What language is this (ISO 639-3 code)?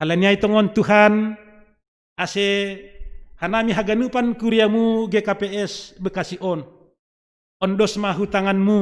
bts